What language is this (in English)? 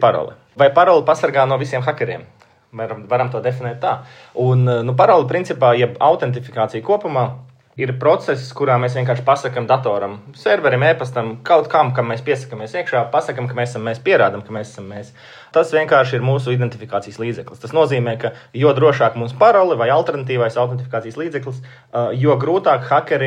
Latvian